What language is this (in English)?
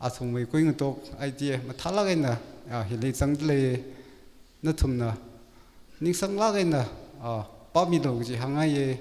Tangkhul Naga (India)